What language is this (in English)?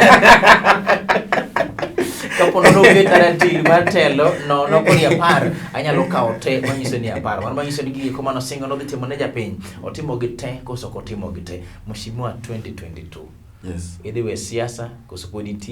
Luo (Kenya and Tanzania)